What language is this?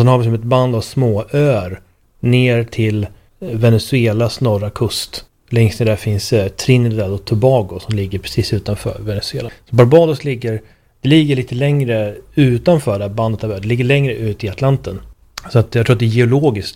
Swedish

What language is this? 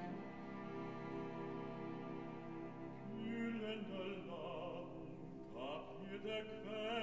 German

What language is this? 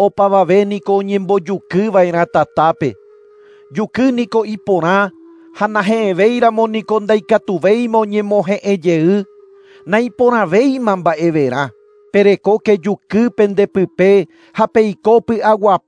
Guarani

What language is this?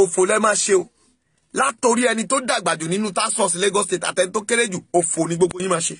Yoruba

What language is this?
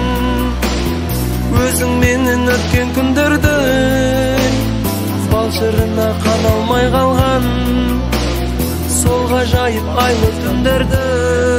Kazakh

